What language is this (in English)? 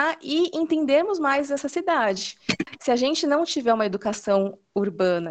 Portuguese